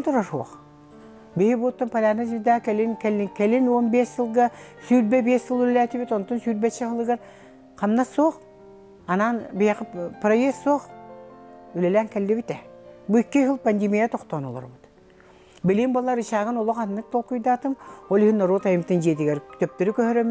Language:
Yakut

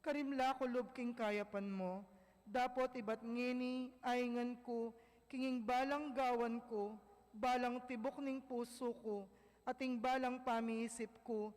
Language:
Pampanga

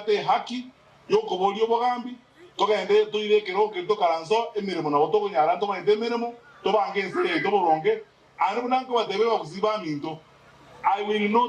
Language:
Gusii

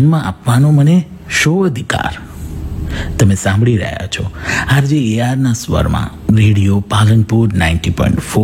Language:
Gujarati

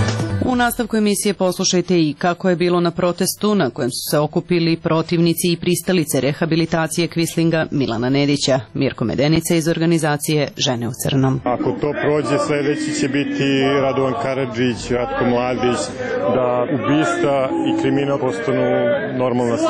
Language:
Serbian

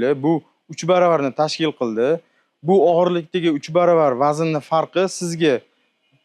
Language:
Uzbek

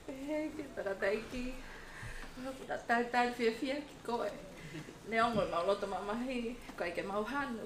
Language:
Tongan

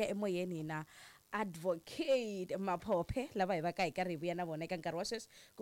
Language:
Tsonga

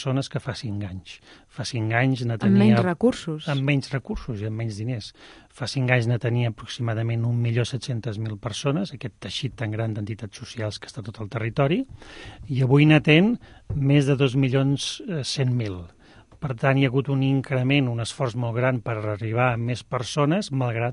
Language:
Catalan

